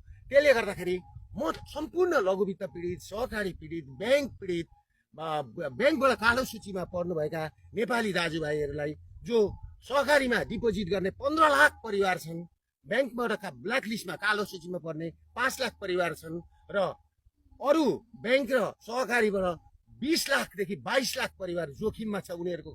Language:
Nepali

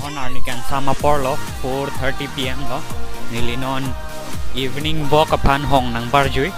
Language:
Karbi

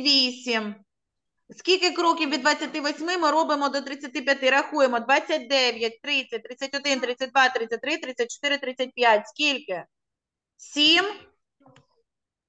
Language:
Ukrainian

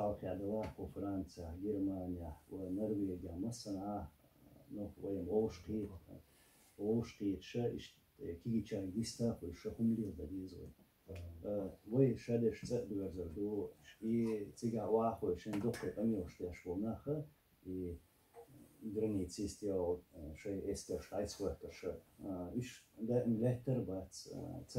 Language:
Chechen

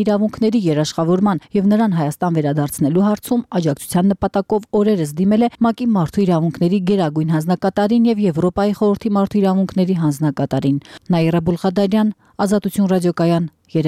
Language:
Armenian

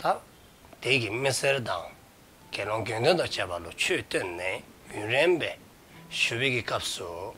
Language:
Dzongkha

